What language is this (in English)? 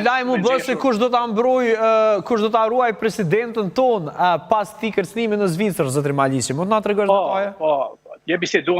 Albanian